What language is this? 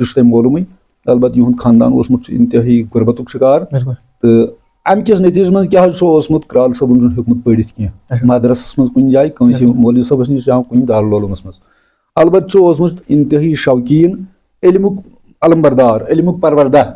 Kashmiri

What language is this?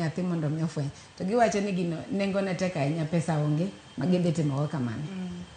Luo (Kenya and Tanzania)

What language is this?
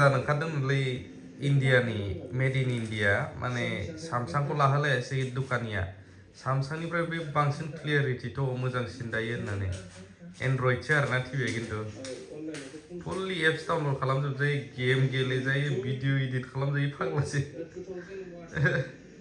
Bodo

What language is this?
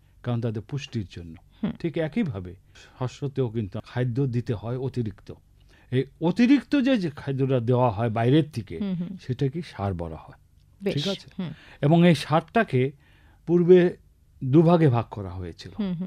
Bangla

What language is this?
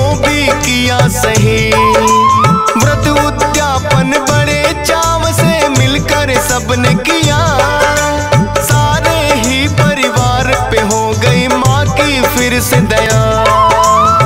Hindi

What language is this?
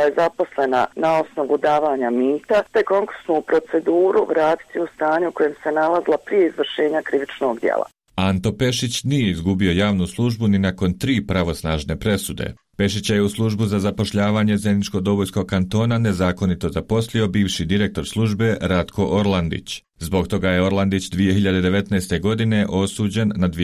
Croatian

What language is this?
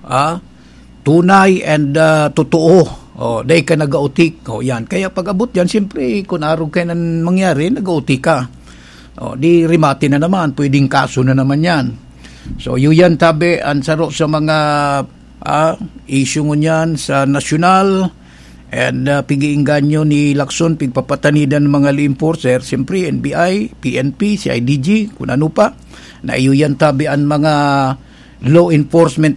Bikol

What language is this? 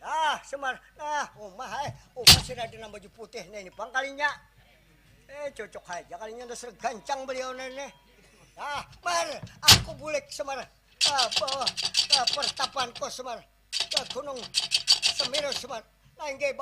Banjar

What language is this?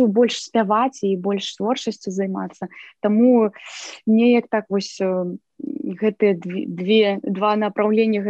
Belarusian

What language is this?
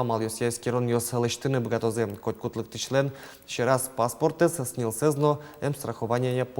Udmurt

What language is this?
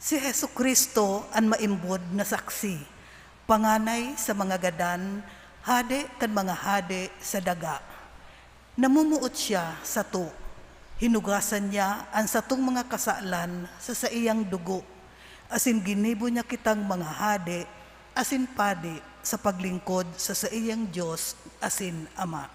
Bikol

